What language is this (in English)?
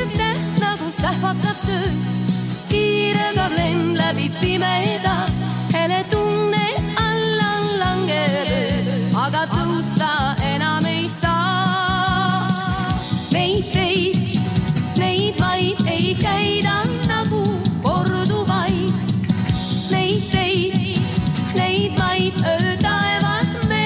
Estonian